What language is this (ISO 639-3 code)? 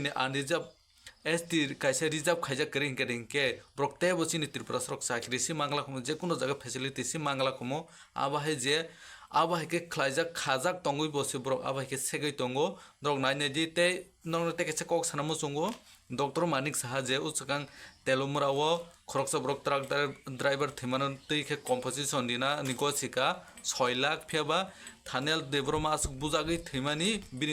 trp